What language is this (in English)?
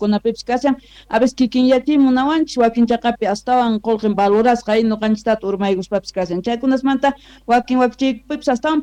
South Bolivian Quechua